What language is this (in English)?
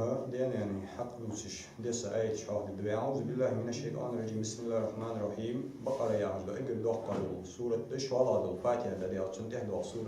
Ingush